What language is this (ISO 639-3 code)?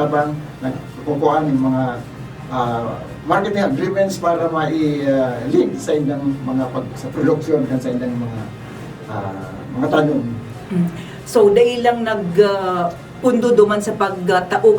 bik